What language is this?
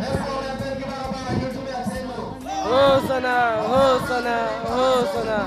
Karbi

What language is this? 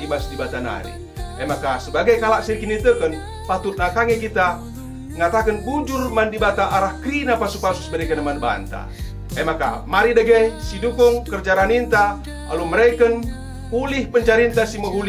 Batak Karo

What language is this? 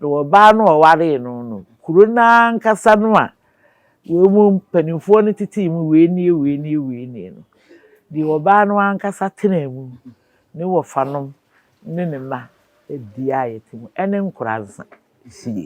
Akan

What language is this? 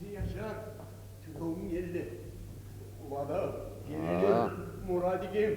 Kumyk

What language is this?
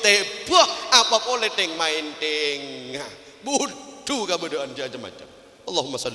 Madurese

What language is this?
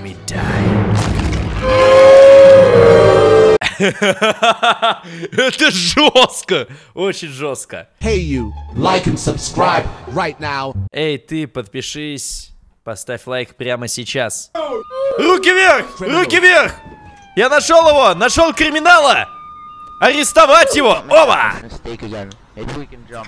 Russian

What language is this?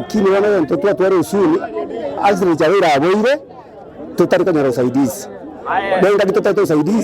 Gusii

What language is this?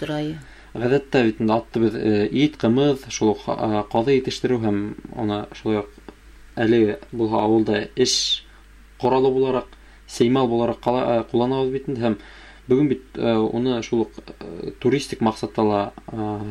Bashkir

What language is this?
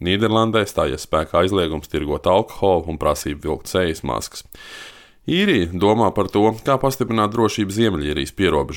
Latvian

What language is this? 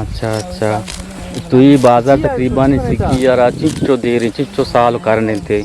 Eastern Balochi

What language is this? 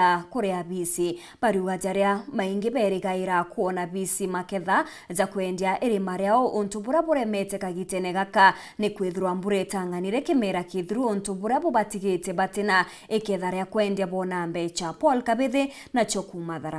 Meru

